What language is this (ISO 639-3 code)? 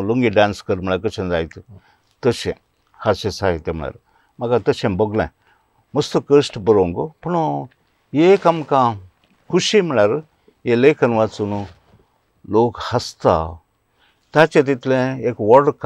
kok